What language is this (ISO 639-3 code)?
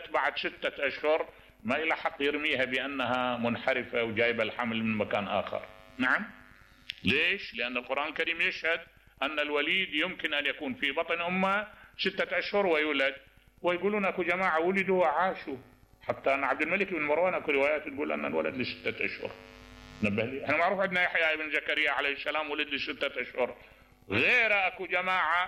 acm